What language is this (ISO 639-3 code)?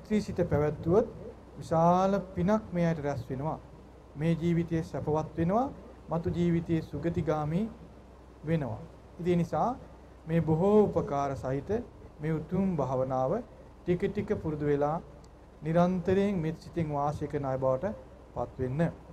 sin